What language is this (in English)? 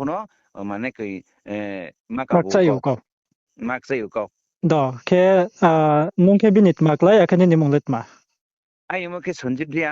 Riang (India)